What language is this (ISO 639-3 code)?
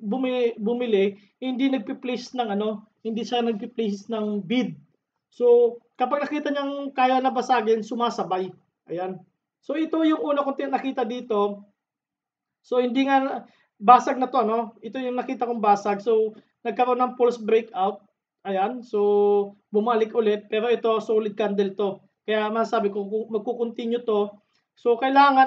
fil